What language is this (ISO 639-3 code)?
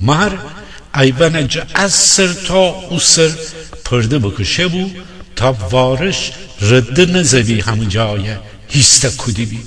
glk